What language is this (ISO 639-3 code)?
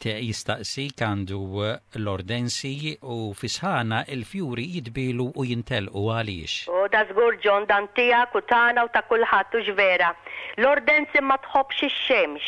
mlt